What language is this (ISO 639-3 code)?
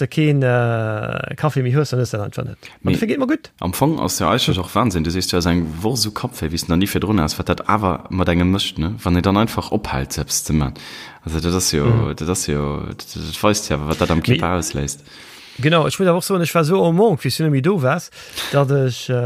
ltz